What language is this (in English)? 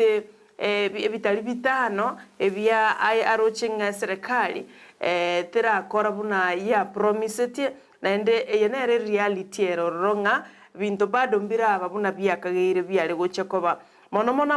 Gusii